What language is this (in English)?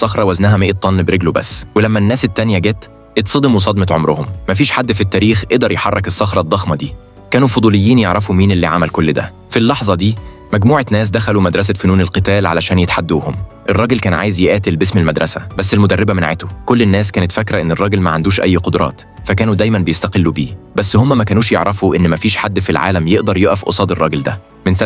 Egyptian Arabic